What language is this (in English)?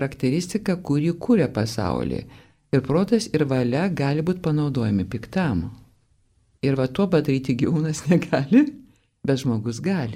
Lithuanian